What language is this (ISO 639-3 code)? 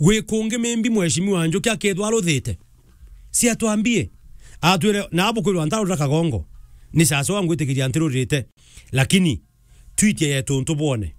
mer